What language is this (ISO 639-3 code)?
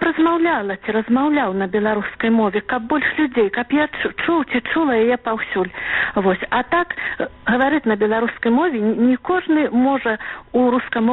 bel